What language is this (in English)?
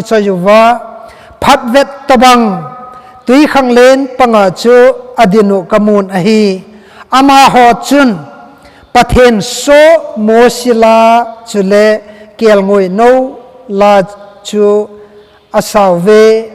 Thado Chin